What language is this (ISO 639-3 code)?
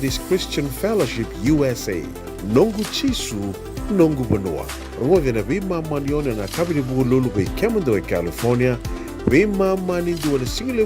fij